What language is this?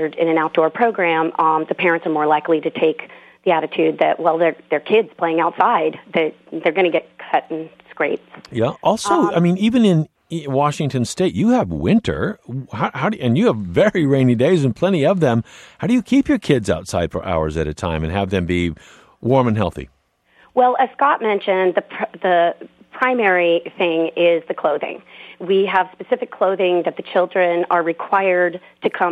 English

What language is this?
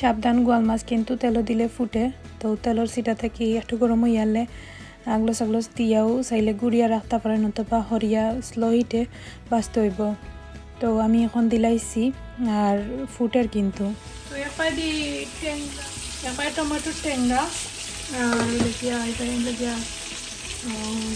Sylheti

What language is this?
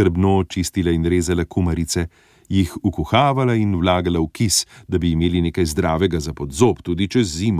Slovenian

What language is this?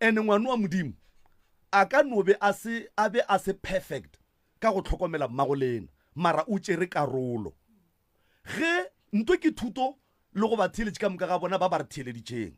Northern Sotho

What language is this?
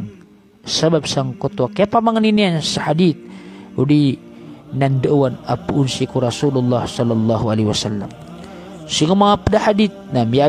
Maranao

